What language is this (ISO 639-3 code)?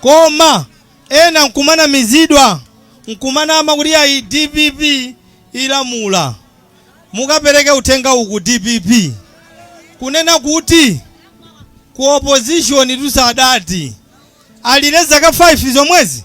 nya